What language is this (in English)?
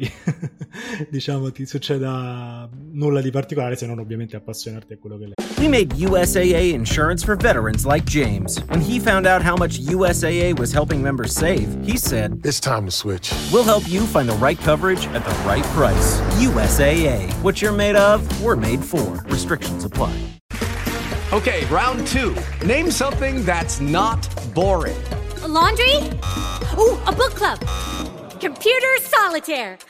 Italian